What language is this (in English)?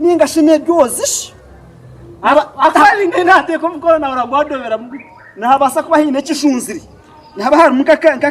Nyankole